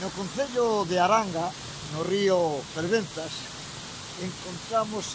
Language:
Galician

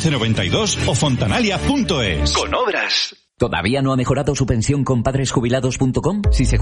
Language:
Spanish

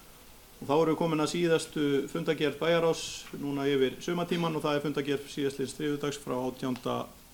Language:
Icelandic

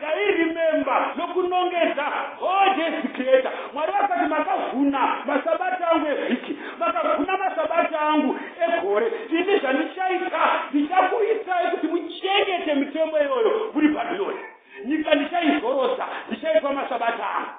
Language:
Shona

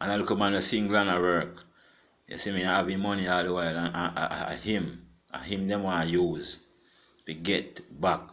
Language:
Jamaican Creole English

